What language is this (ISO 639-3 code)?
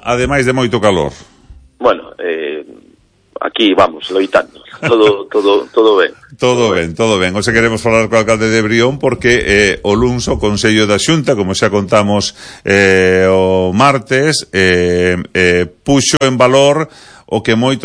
glg